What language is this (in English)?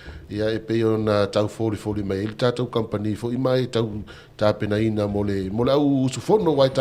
Samoan